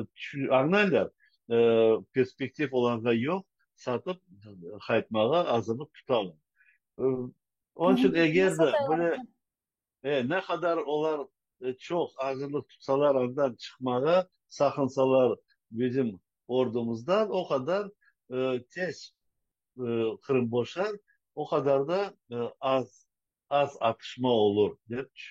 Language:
Crimean Tatar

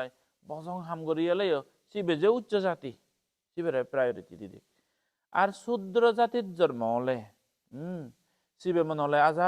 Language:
Chakma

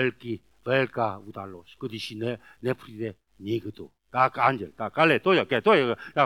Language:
Czech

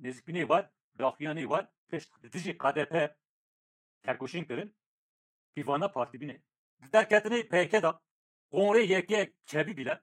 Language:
Kurdish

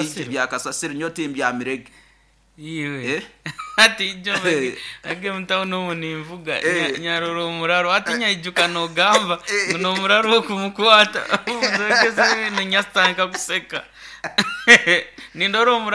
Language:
Nyoro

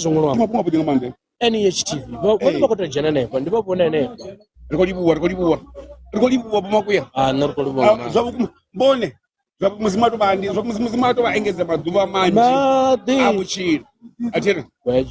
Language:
Venda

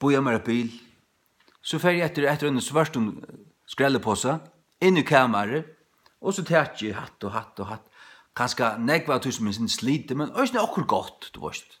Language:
Faroese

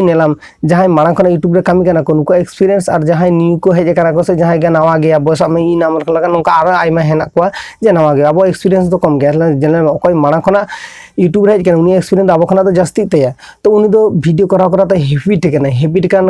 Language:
Santali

